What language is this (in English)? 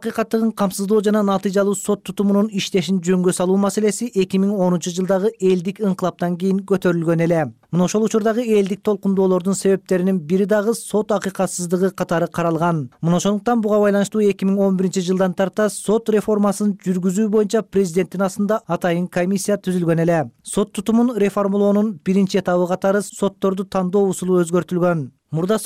Kyrgyz